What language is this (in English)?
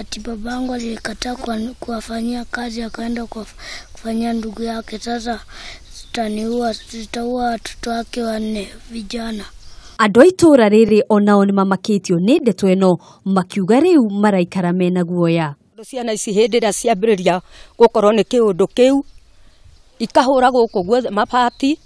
Kikuyu